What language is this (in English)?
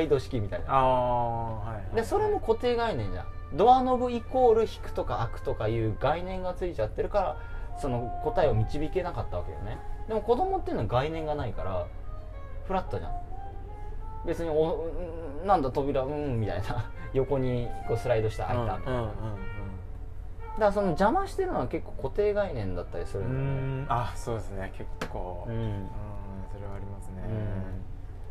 Japanese